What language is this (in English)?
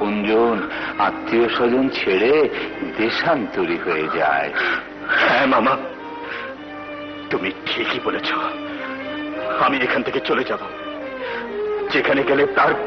Bangla